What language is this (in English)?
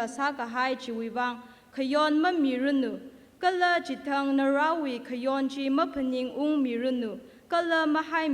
Tangkhul Naga (India)